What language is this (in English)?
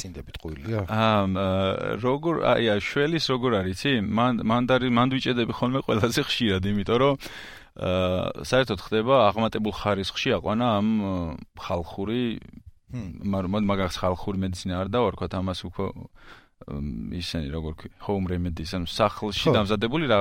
Georgian